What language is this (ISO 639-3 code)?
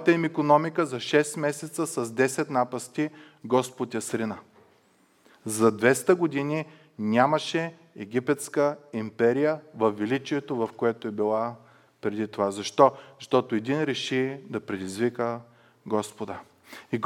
bul